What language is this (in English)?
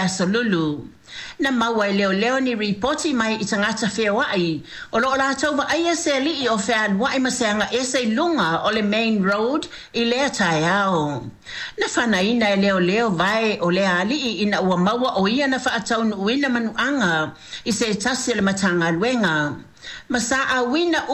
Samoan